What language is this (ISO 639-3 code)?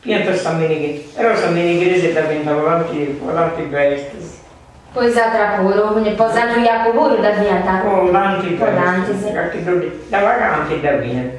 srd